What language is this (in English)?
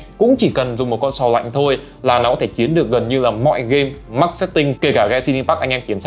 Vietnamese